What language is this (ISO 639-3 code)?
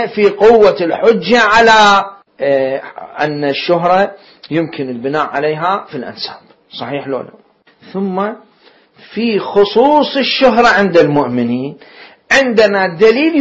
acm